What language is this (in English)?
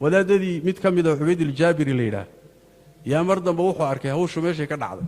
Somali